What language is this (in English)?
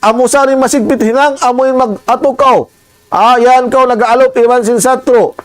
Tausug